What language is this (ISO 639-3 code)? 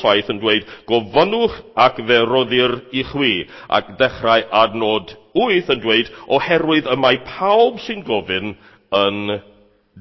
cym